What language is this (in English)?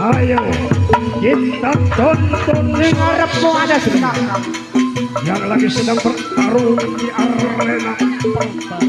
Betawi